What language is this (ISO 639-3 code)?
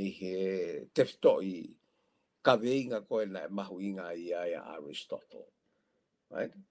ton